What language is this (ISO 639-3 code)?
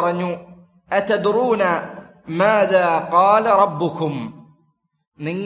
mal